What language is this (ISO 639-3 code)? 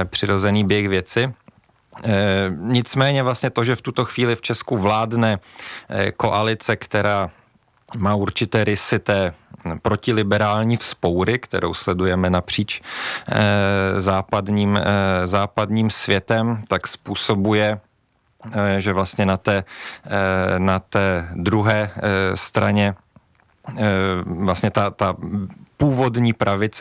ces